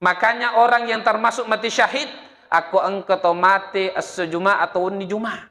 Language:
Buginese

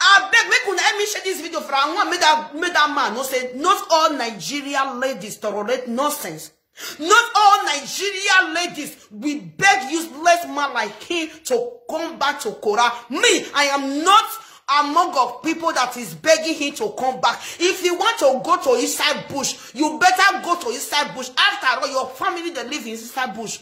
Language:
Nigerian Pidgin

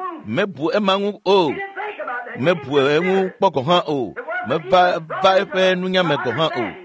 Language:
Ewe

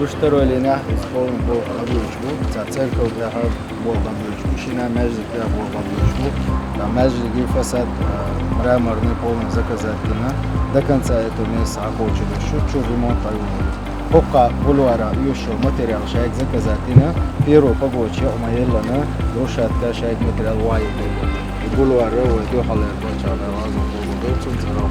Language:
Chechen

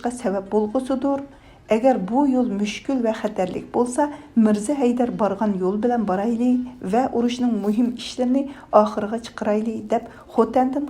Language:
Uyghur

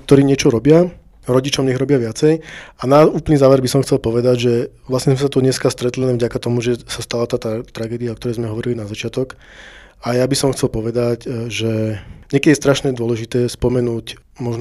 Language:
Slovak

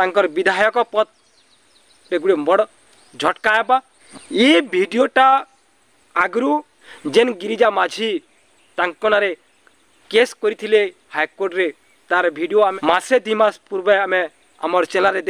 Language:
Sambalpuri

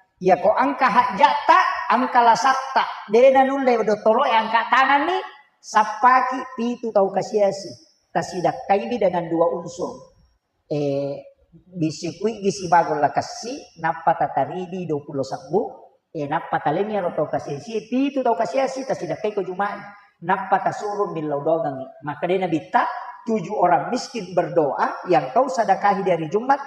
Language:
Buginese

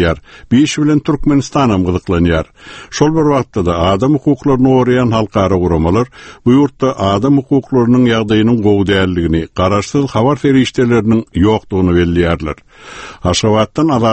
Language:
Turkmen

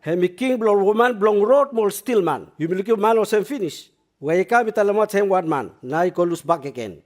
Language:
Bislama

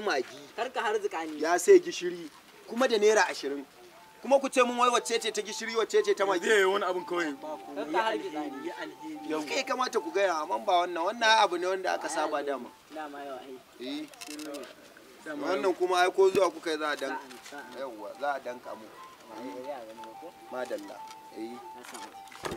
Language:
Hausa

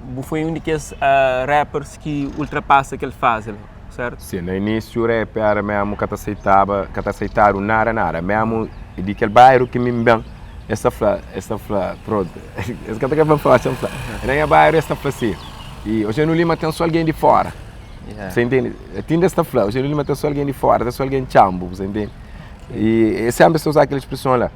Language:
Kabuverdianu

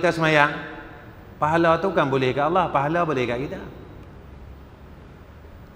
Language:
Malay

